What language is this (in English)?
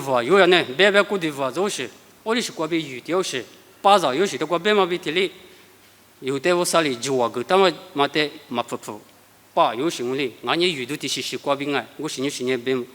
Lisu